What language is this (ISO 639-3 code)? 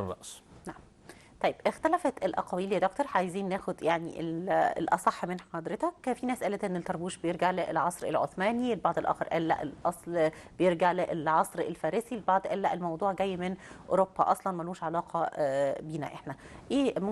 arz